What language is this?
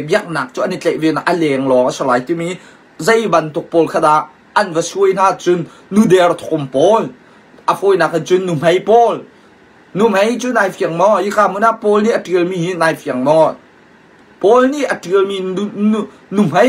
Hakha Chin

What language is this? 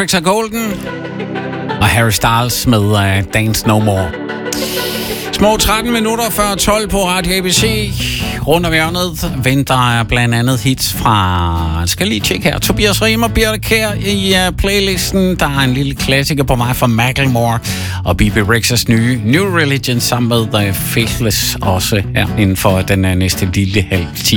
Danish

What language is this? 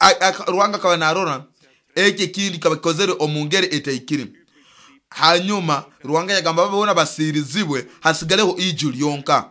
Nyoro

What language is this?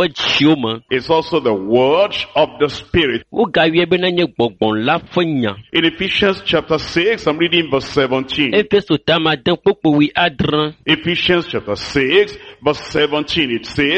Ewe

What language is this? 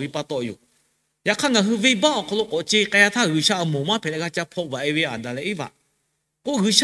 Lahu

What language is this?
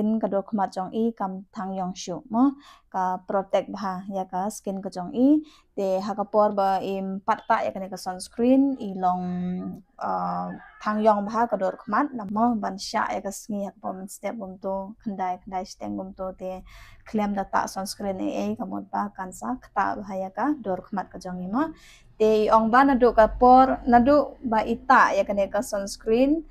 Khasi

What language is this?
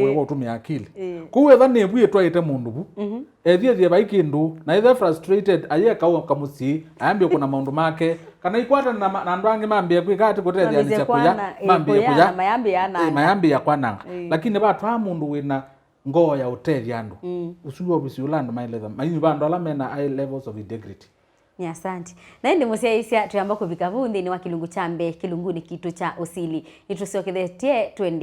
Kamba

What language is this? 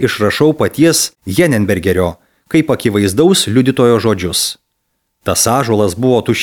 Lithuanian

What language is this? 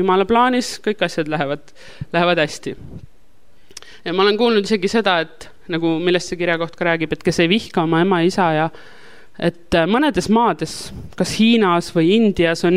Estonian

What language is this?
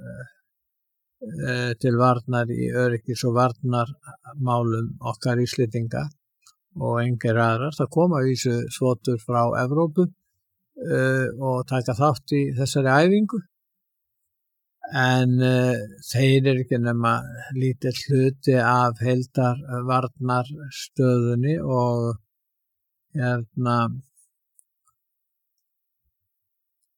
Icelandic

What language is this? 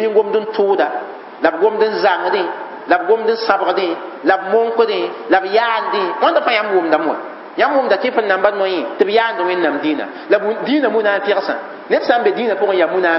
Mossi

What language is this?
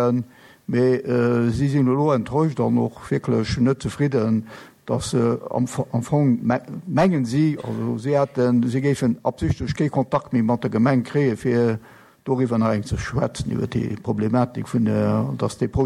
Luxembourgish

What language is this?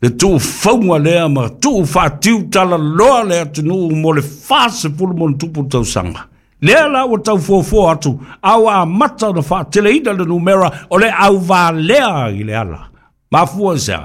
Samoan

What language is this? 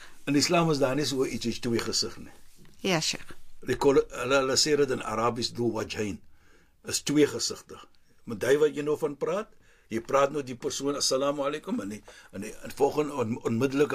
Afrikaans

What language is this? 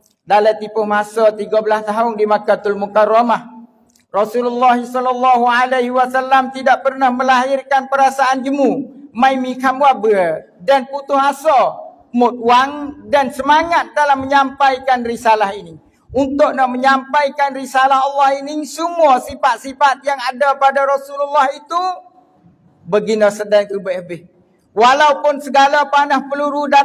Malay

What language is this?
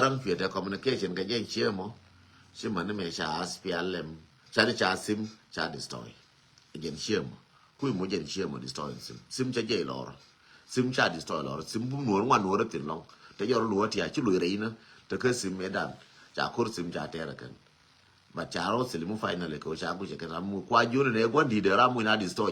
Nuer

